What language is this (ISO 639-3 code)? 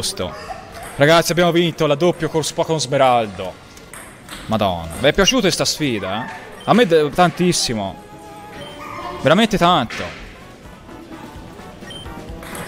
ita